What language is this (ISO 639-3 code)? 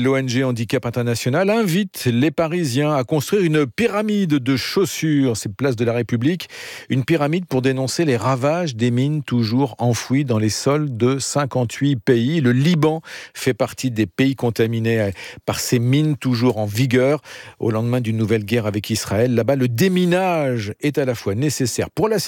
fra